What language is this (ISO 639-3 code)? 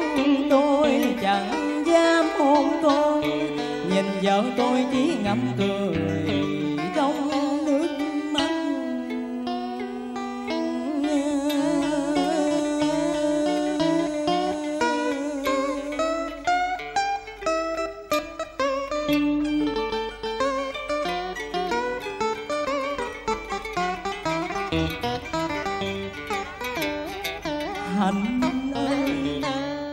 vie